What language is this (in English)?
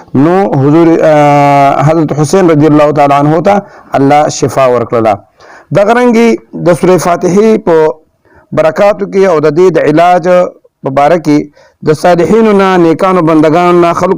Pashto